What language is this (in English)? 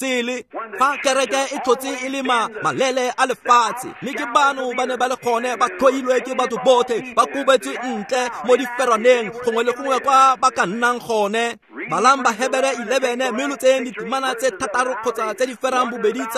Tswana